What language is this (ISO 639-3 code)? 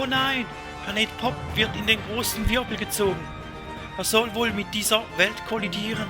gsw